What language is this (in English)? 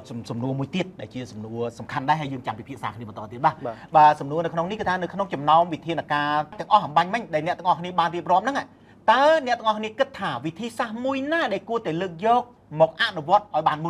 Khmer